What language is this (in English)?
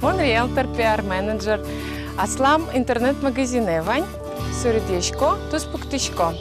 Udmurt